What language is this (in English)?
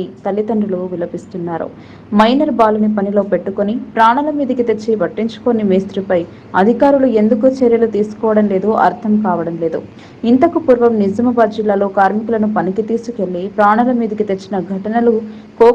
Telugu